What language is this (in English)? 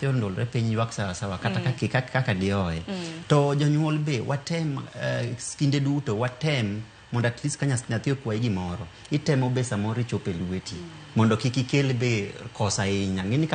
Luo (Kenya and Tanzania)